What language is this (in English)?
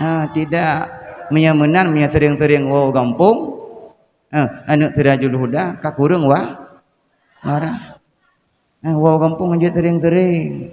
Achinese